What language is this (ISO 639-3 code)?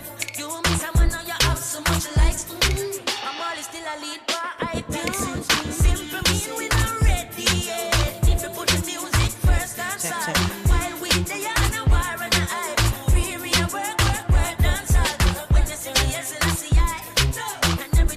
jam